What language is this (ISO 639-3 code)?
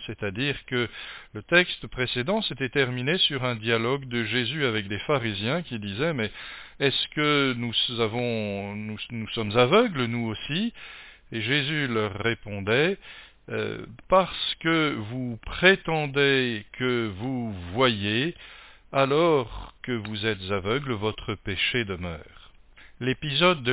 fra